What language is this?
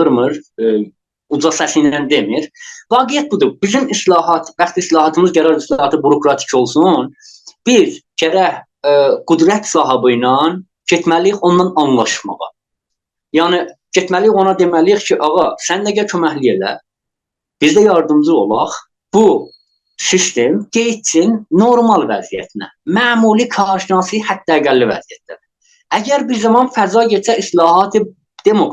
South Azerbaijani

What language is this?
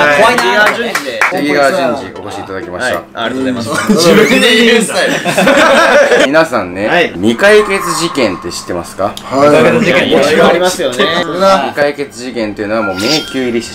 Japanese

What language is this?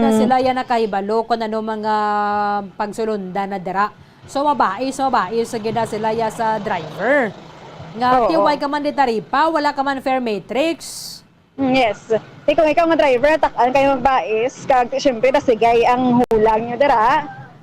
Hiligaynon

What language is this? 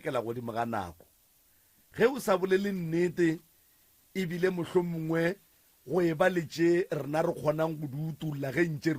Northern Sotho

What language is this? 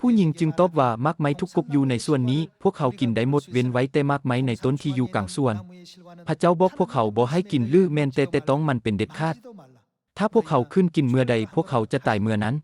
Lao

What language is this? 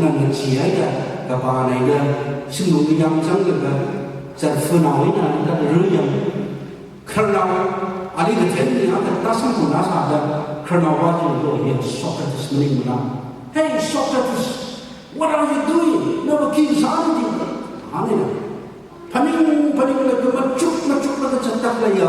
Tangkhul Naga (India)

